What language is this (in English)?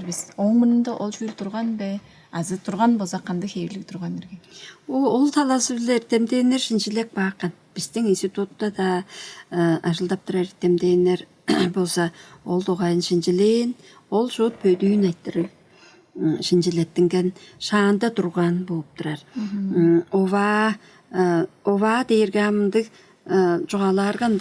Tuvinian